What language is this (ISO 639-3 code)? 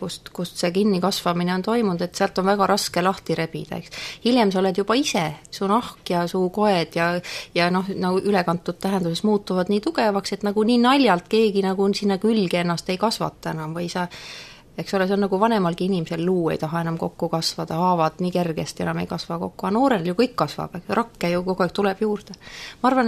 est